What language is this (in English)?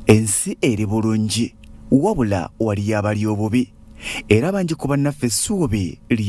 Ganda